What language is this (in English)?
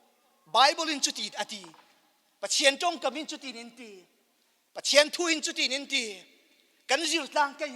Falam Chin